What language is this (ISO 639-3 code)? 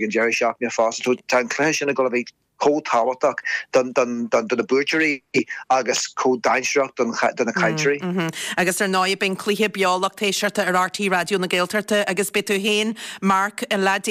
gle